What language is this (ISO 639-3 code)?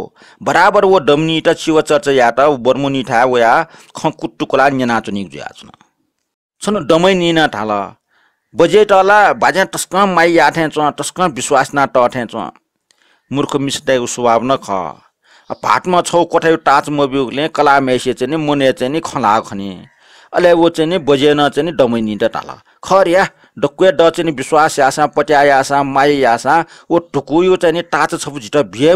new